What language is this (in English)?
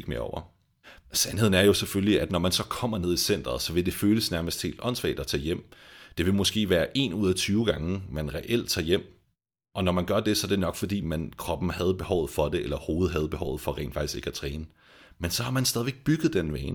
Danish